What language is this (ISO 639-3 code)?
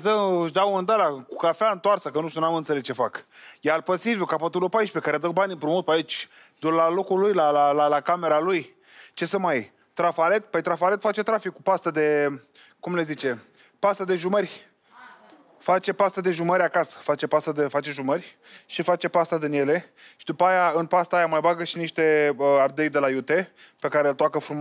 ron